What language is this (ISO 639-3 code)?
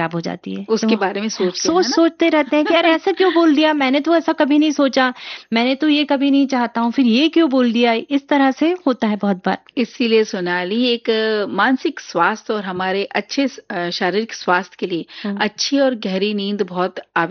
hin